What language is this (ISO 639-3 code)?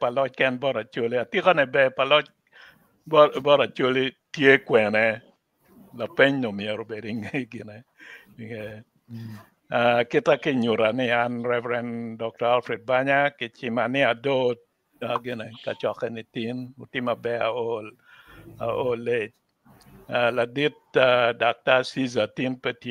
ach